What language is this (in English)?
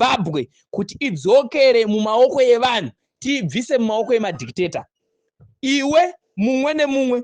Shona